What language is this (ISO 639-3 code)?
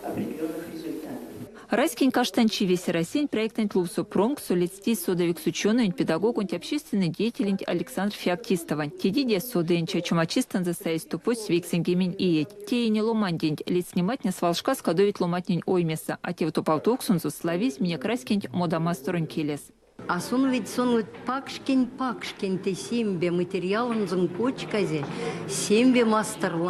myv